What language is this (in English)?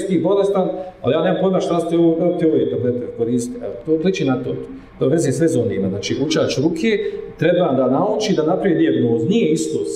Bosnian